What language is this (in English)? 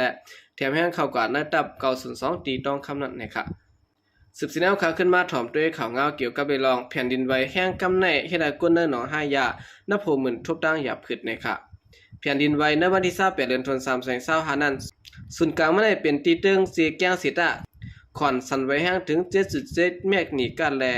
Shan